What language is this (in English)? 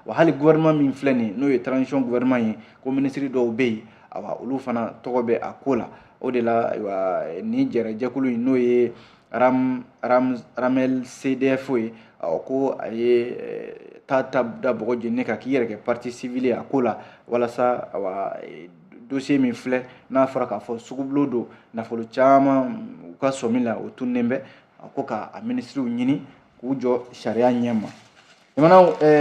Bambara